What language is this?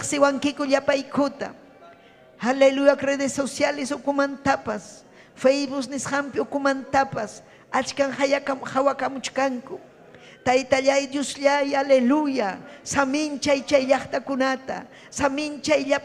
Ayacucho Quechua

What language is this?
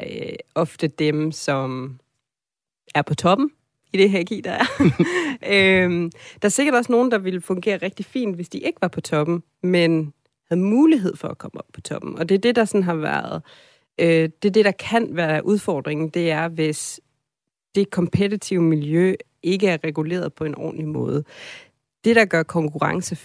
Danish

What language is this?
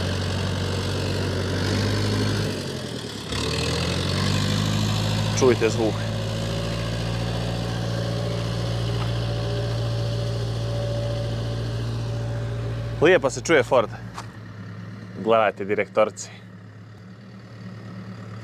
Croatian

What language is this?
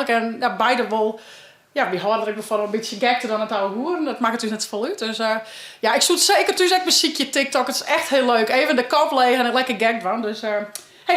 Western Frisian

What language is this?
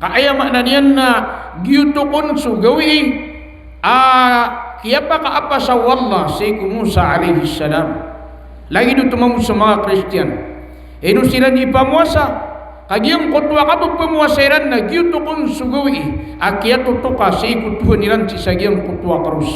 Maranao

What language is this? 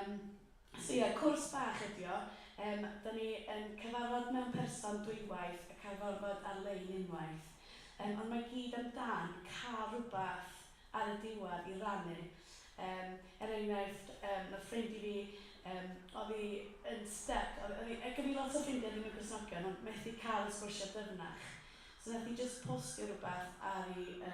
Welsh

